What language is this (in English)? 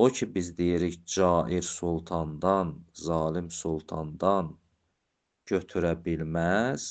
Azerbaijani